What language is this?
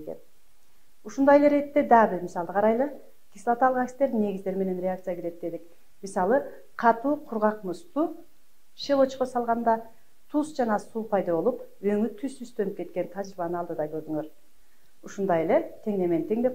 Kyrgyz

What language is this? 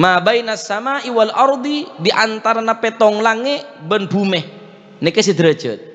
Madurese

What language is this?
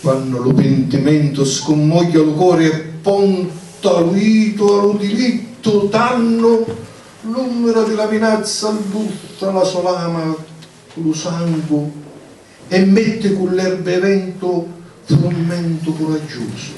Sicilian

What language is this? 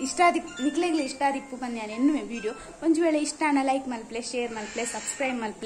Tulu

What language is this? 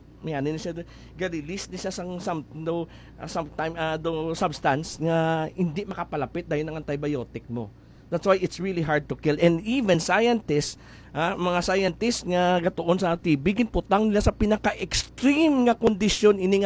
Hiligaynon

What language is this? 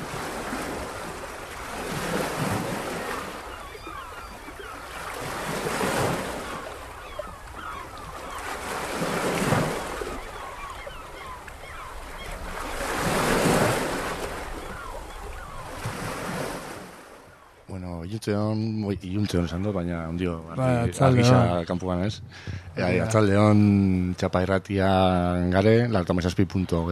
Basque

